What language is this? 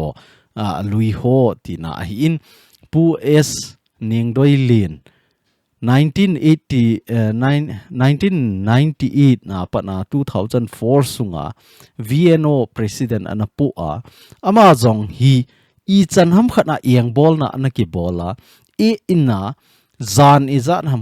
Thado Chin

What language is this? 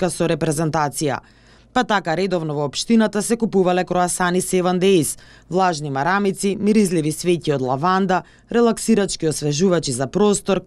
Macedonian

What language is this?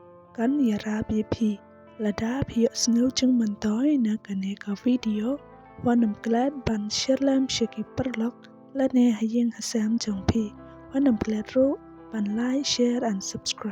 Khasi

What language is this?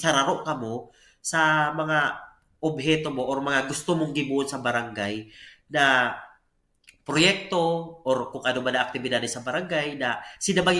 Bikol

